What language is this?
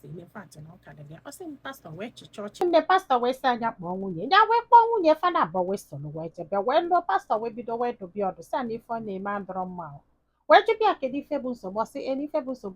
Igbo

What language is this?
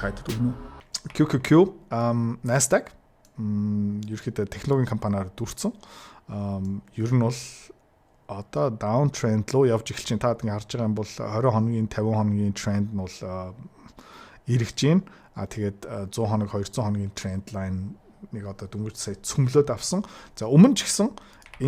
Mongolian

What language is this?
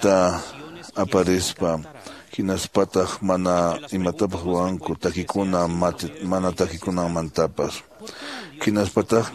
Quechua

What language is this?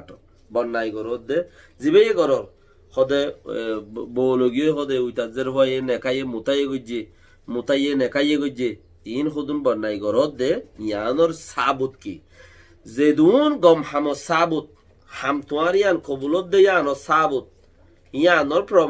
Rohingya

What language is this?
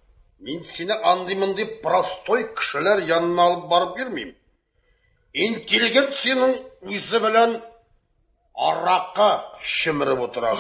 Tatar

